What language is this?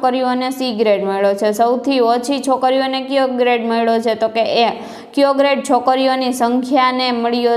Gujarati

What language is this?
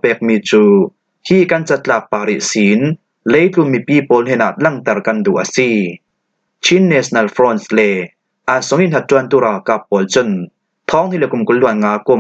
Falam Chin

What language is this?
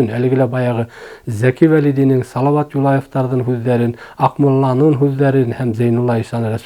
Bashkir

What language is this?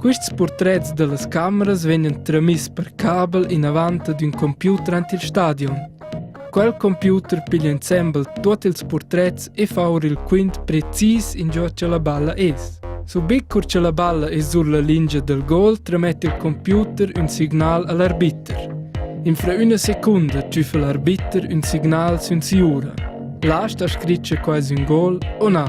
Romansh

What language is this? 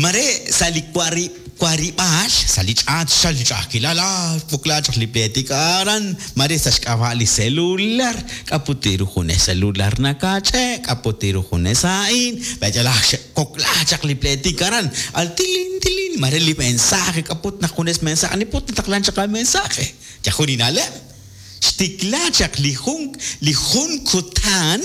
Kekchí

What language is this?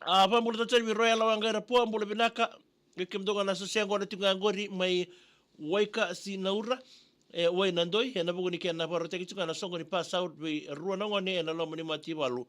Fijian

